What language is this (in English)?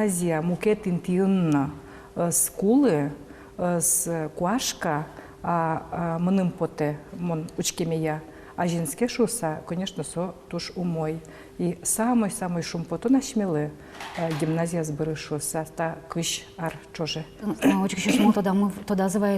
Udmurt